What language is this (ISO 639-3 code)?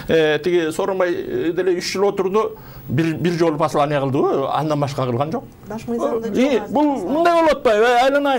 kir